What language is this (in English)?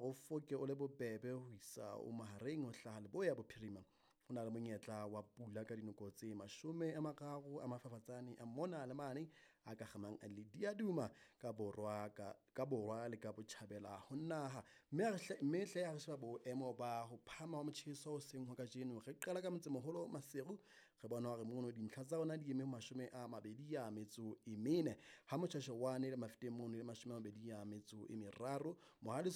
Southern Sotho